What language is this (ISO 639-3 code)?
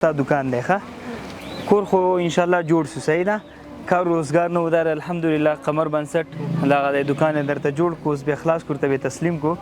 pus